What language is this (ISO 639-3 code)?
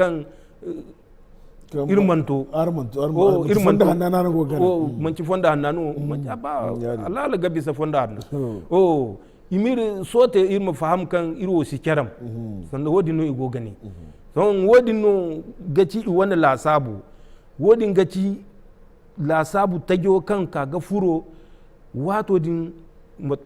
dje